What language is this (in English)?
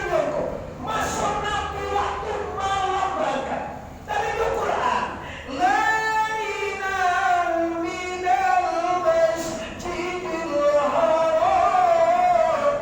Minangkabau